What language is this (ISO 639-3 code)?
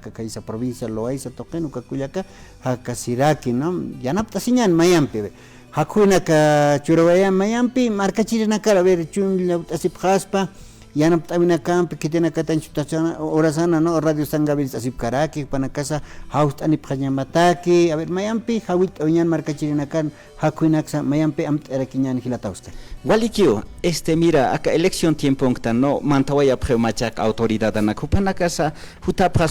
aym